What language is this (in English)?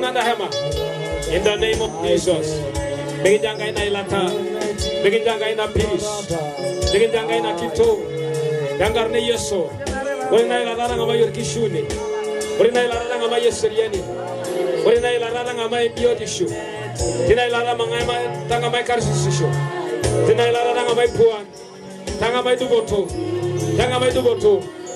Masai